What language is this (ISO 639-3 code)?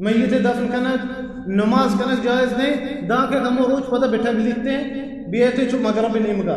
bal